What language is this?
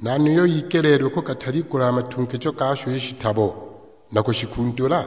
Sukuma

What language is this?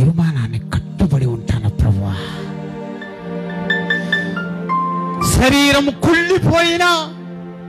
Telugu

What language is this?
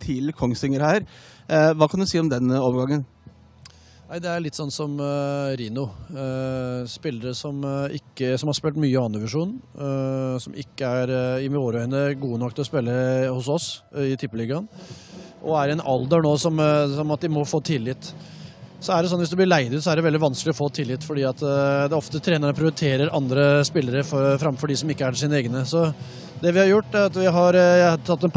Norwegian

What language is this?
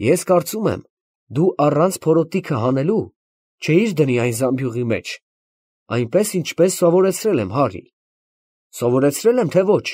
Armenian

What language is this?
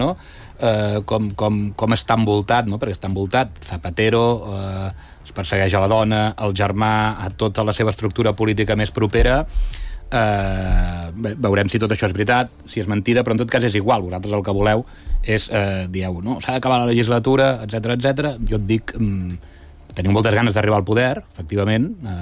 Catalan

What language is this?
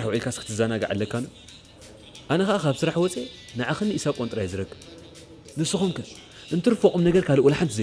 Tigrinya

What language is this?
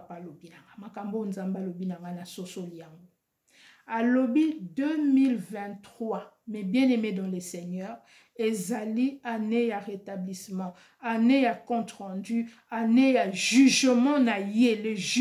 Lingala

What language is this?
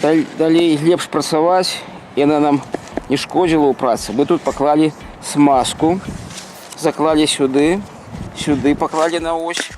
Belarusian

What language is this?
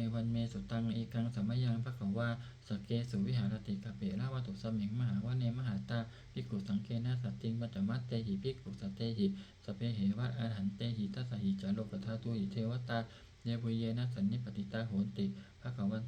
Pali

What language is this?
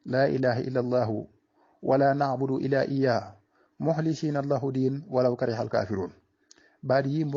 Wolof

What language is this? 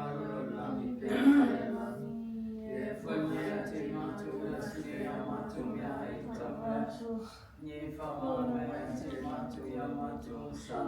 Samoan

